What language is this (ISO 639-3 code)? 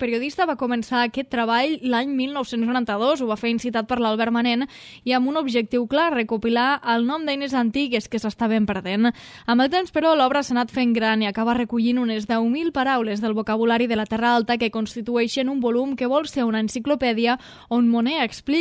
cat